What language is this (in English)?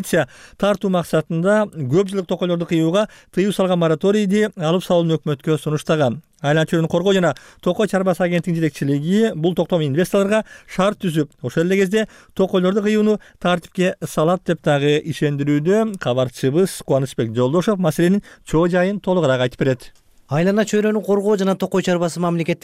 Kyrgyz